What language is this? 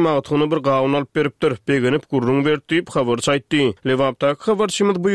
Turkmen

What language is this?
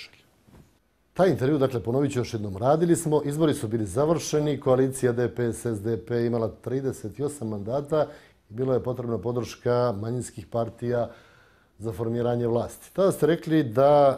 Serbian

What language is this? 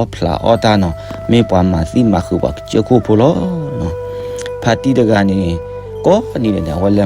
S'gaw Karen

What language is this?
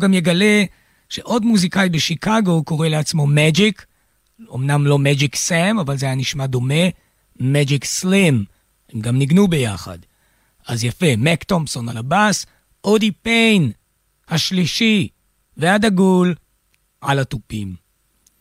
Hebrew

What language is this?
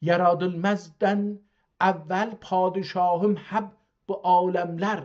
South Azerbaijani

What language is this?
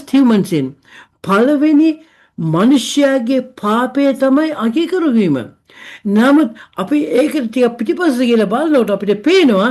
Sinhala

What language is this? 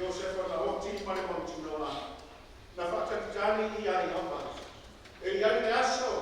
Samoan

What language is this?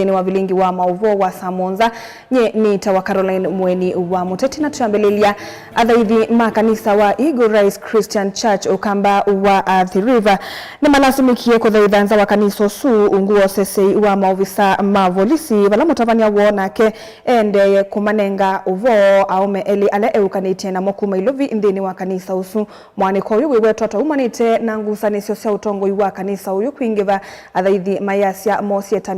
Kamba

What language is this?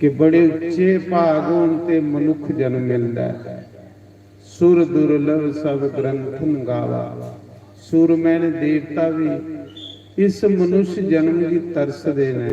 Dogri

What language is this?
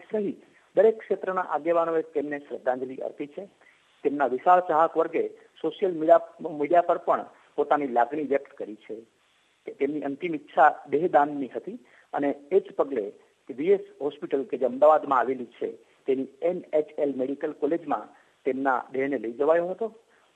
Gujarati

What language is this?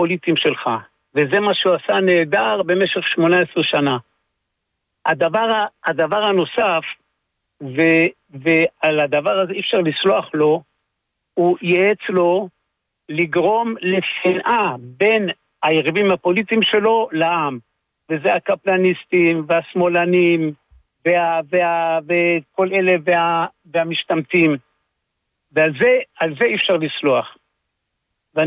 Hebrew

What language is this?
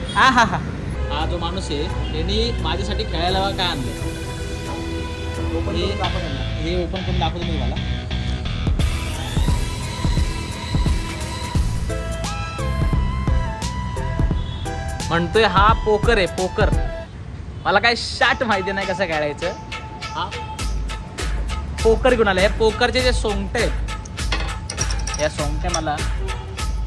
Marathi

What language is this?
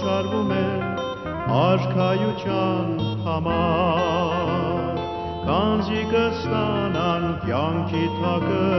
Armenian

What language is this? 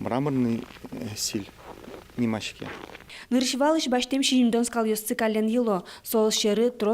Udmurt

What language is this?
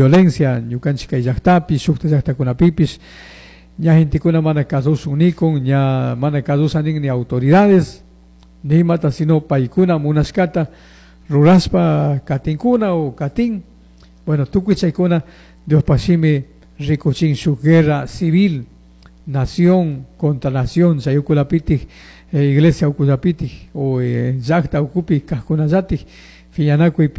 Chimborazo Highland Quichua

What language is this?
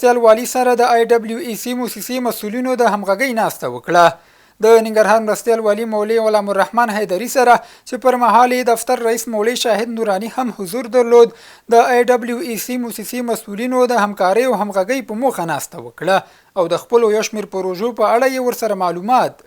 Pashto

